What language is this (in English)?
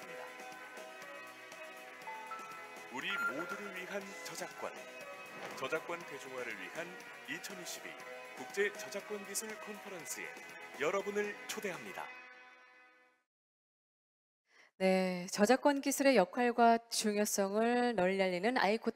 Korean